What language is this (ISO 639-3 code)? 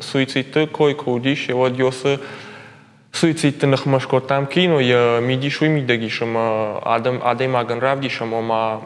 oss